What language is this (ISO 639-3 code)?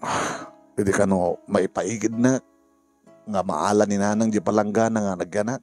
ilo